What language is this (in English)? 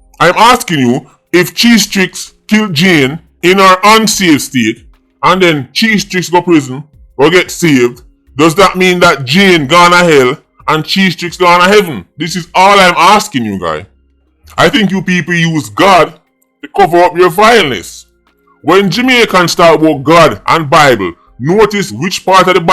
Jamaican Creole English